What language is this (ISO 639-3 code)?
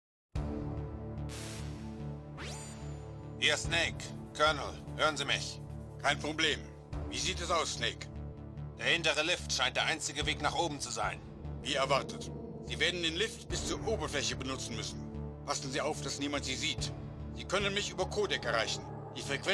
deu